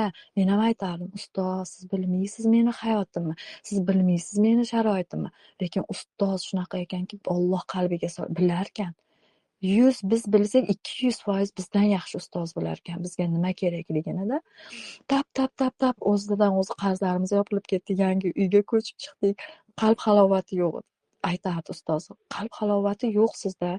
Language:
Uzbek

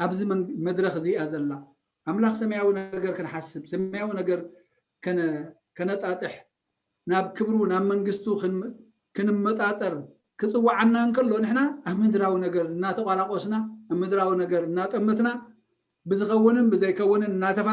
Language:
Tigrinya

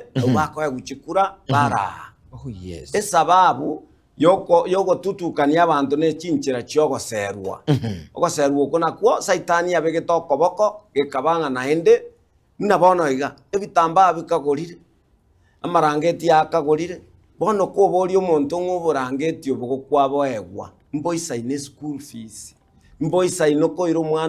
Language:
Gusii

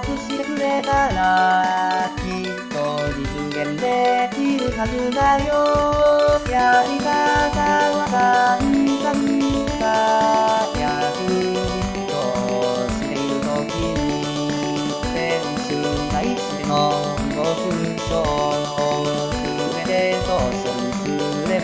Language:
Japanese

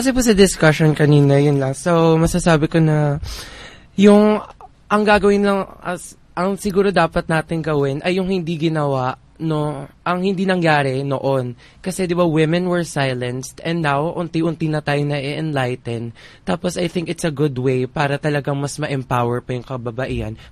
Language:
Filipino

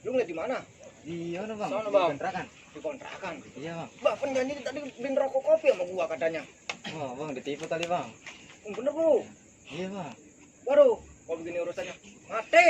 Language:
Betawi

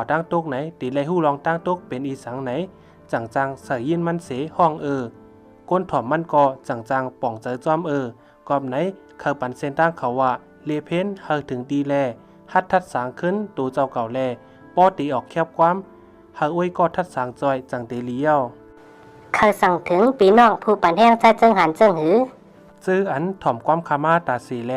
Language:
Shan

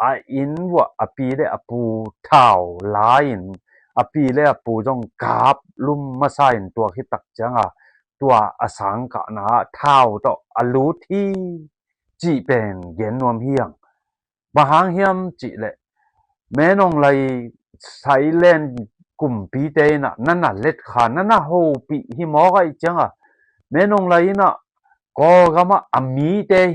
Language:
Tedim Chin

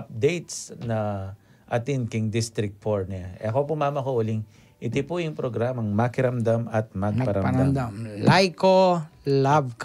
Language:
Pampanga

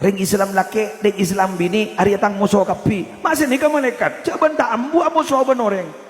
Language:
Madurese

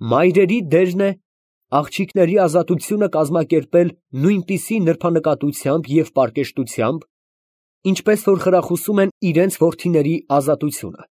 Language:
Armenian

